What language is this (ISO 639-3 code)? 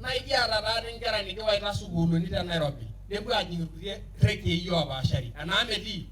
mas